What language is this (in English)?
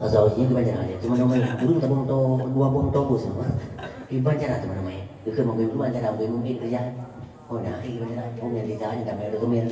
Achinese